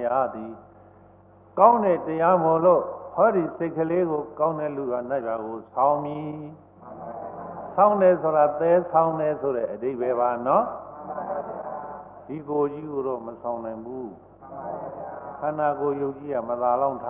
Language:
Burmese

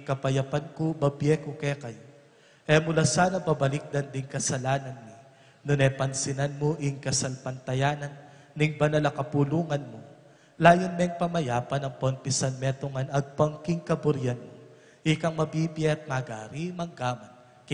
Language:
Pampanga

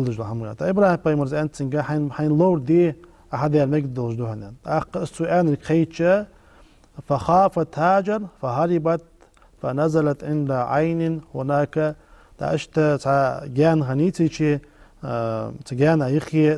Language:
Ingush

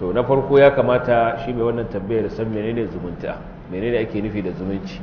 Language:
Hausa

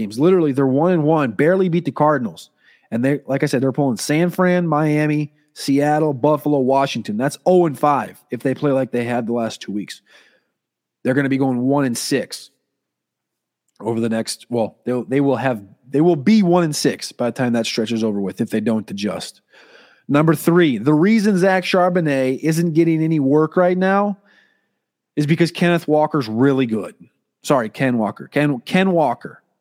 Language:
English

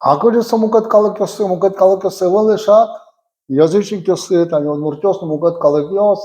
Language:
Udmurt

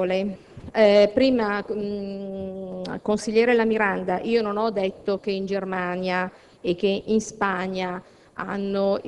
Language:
Italian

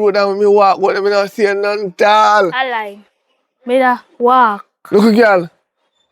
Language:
Jamaican Creole English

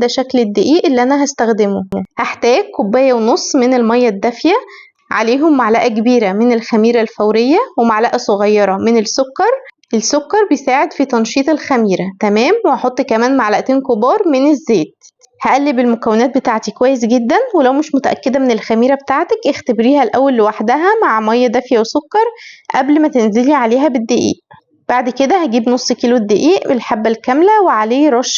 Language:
Egyptian Arabic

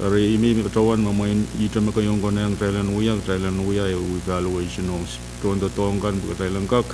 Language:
Pohnpeian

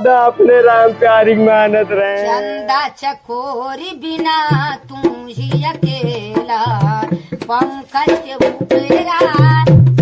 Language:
Awadhi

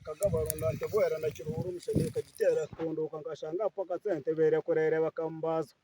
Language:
Nyankole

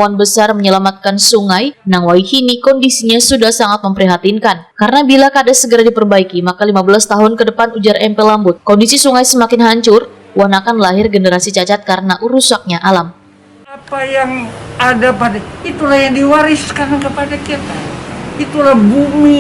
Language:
Banjar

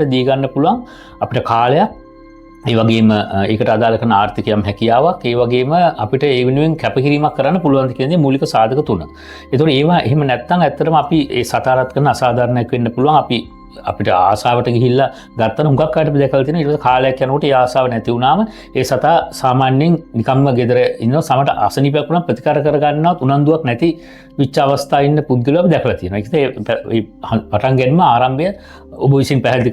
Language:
Sinhala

